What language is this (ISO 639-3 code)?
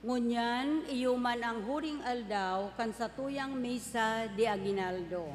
bik